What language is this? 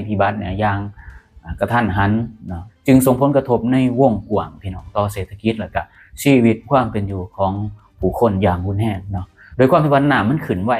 Lao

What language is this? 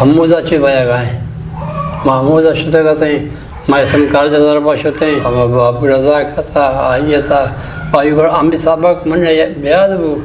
Eastern Balochi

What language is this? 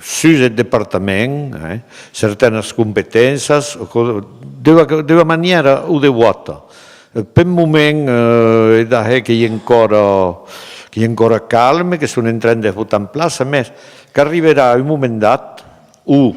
Occitan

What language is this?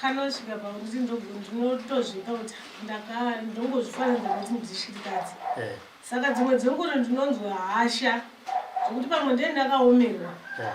Shona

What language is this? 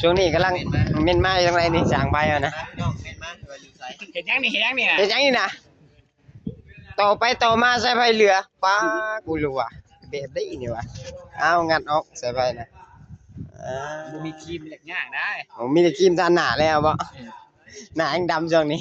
Northeastern Thai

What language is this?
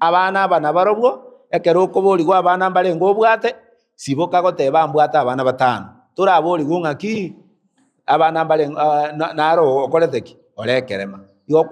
Gusii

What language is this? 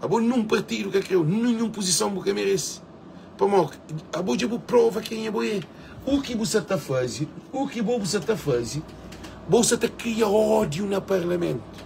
Kabuverdianu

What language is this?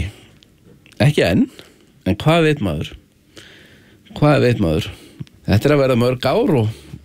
Icelandic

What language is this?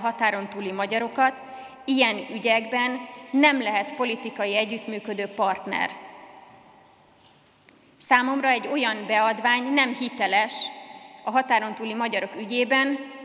Hungarian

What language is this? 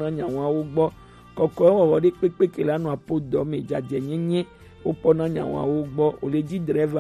Gen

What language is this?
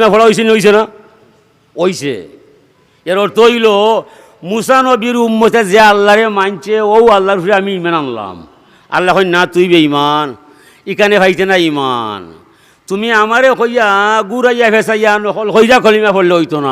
Sylheti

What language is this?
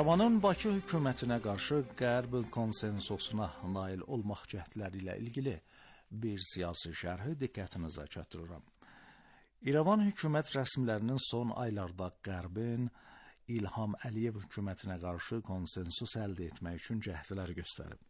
Azerbaijani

